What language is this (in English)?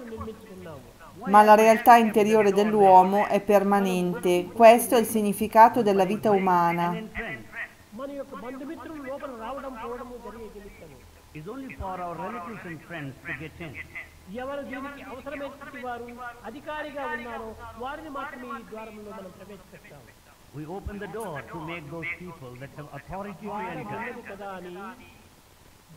Italian